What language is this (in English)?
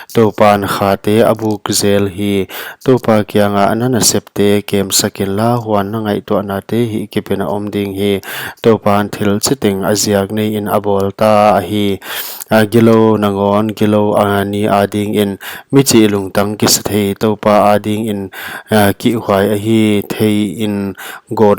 Paite Chin